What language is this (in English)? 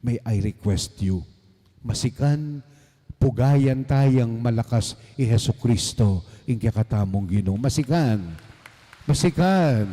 Pampanga